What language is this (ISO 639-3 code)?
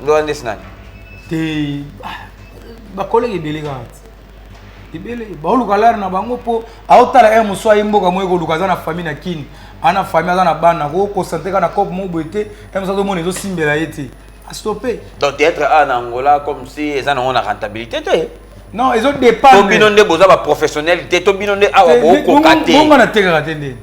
lin